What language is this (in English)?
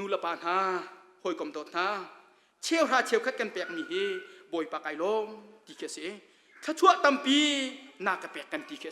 Hakha Chin